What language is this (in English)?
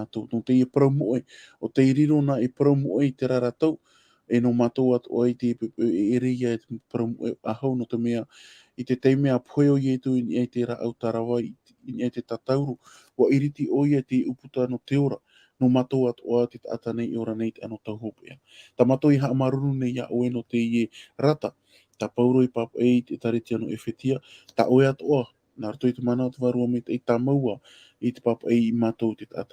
Tahitian